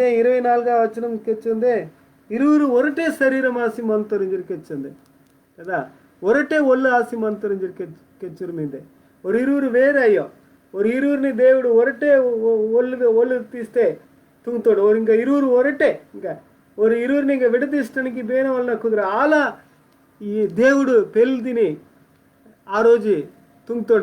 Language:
Koya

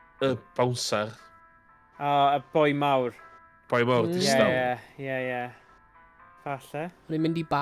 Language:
Welsh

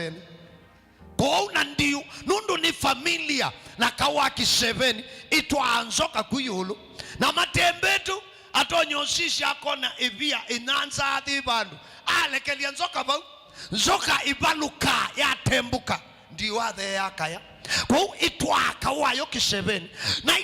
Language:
Kamba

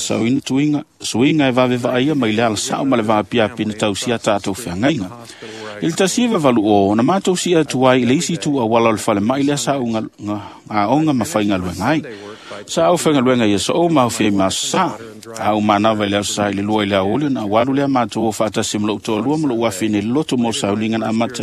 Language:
Samoan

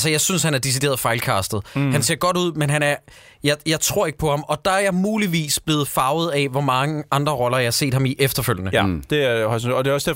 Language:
Danish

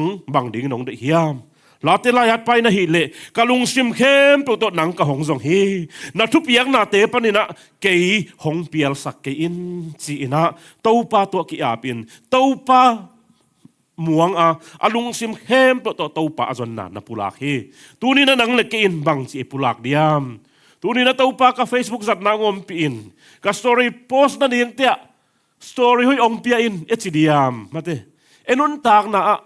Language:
Tedim Chin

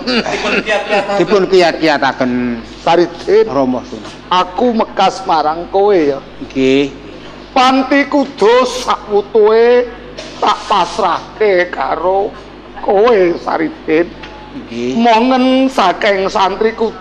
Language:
Javanese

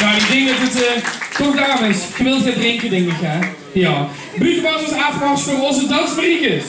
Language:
Limburgish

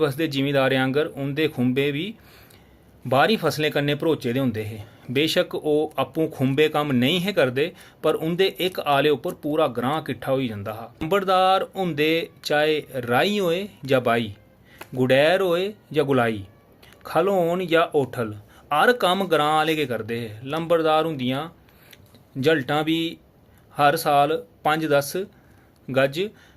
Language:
Dogri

